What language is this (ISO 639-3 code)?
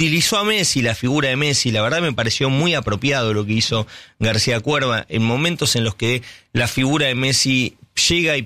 spa